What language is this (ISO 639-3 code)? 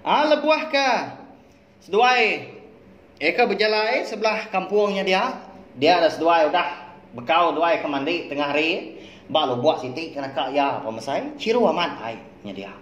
iba